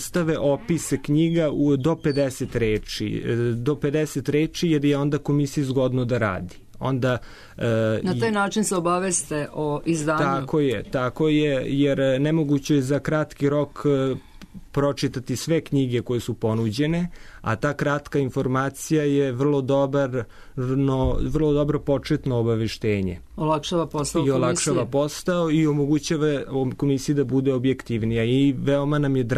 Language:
Serbian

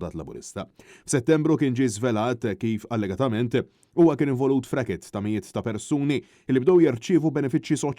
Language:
Maltese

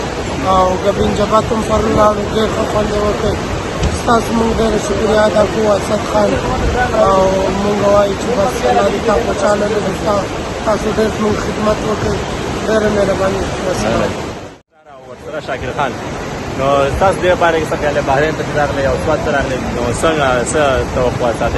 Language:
Pashto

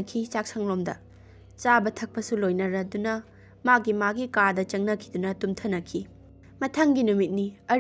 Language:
Manipuri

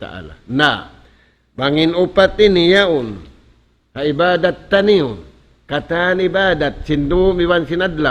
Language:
Tausug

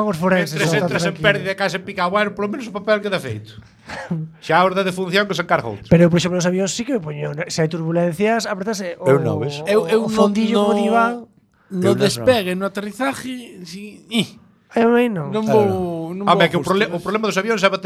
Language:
Galician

